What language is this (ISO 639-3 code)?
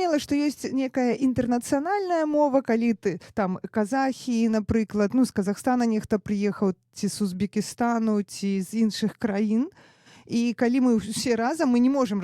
bel